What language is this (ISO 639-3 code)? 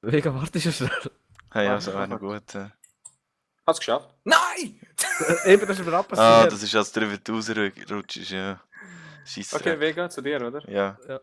gsw